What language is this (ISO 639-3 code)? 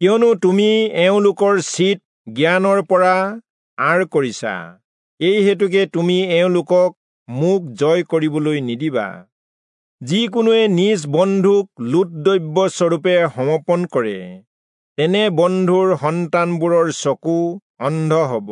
asm